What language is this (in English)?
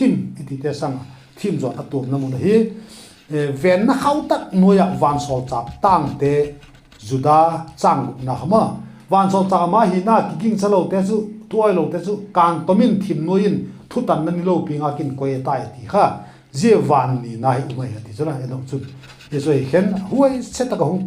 Vaiphei